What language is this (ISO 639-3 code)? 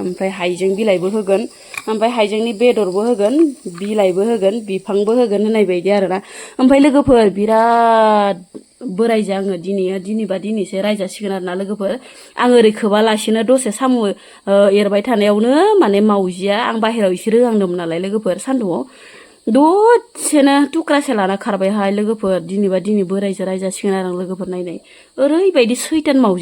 brx